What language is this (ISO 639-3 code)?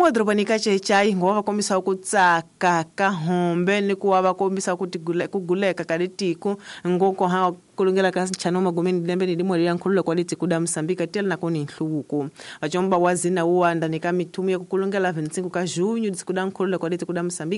tso